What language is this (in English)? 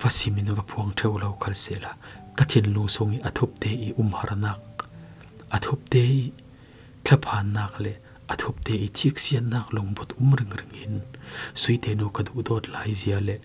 Falam Chin